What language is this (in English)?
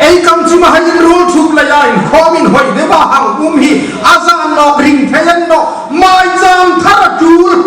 Hmar